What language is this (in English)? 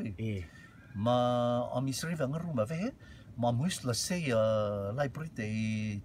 Rotuman